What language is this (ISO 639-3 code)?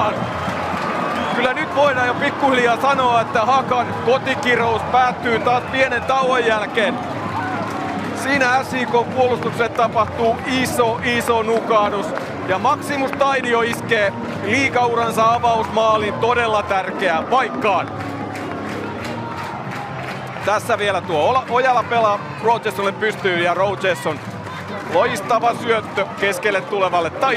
fin